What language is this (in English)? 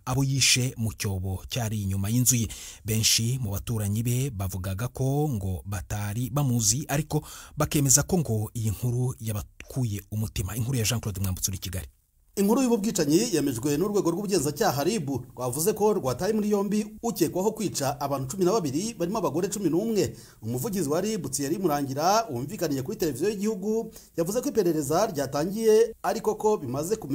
Kinyarwanda